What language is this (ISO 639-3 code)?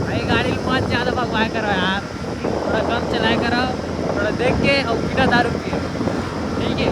hne